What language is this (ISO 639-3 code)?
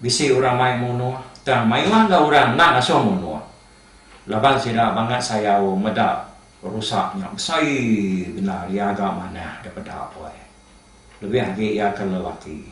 iba